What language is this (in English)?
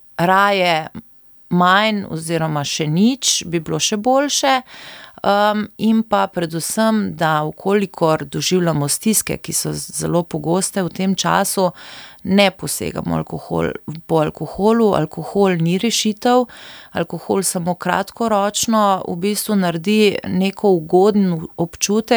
Slovenian